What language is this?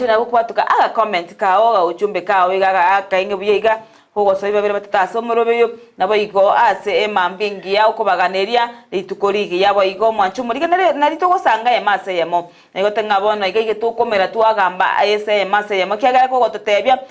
Gusii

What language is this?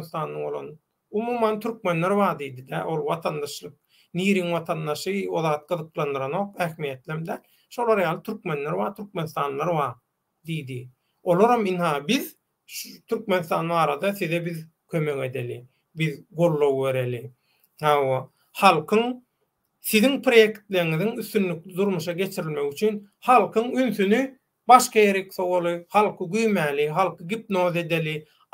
Turkmen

